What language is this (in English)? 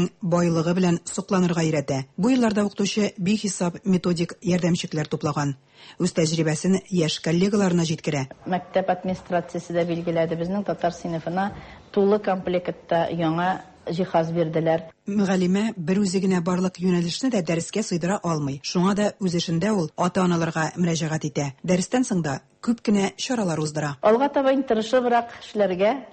Tatar